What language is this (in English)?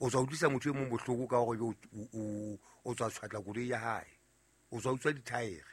Southern Sotho